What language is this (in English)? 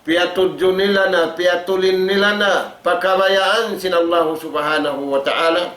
Tausug